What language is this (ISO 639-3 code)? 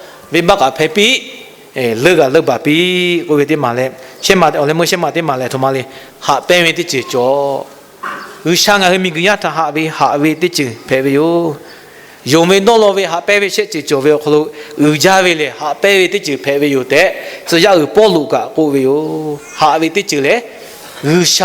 lhu